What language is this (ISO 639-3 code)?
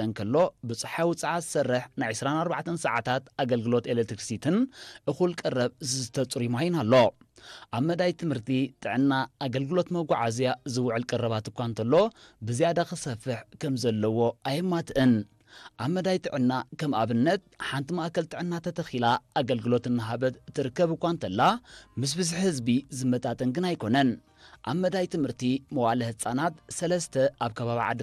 tir